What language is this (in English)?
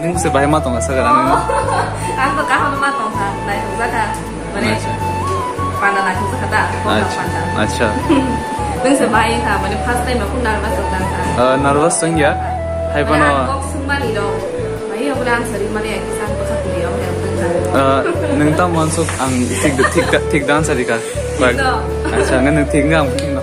Kok Borok